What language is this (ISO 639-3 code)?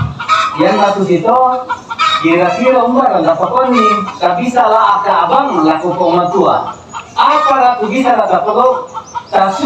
sda